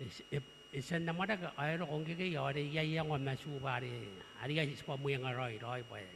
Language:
Gilbertese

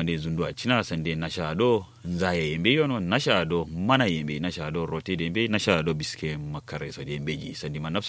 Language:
Kanuri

